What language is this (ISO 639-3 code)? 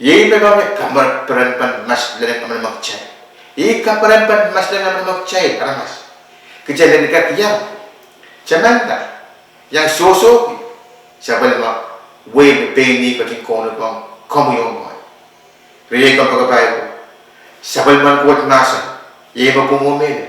pon